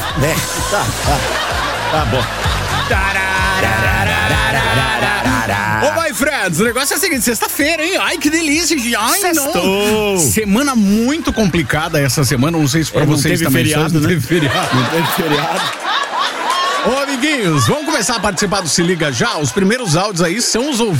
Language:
Portuguese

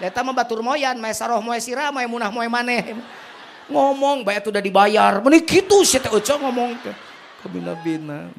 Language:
Sundanese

